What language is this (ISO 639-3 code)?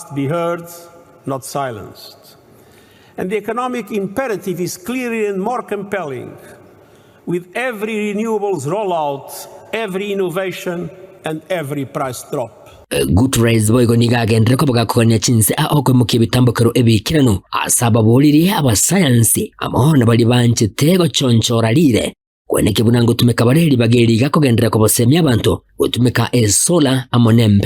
guz